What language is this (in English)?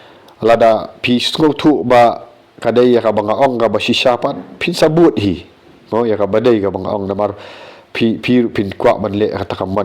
Khasi